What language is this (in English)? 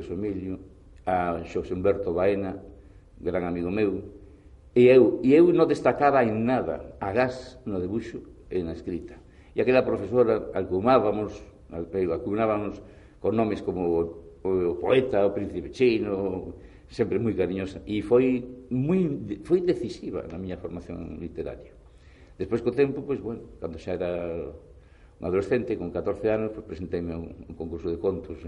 Galician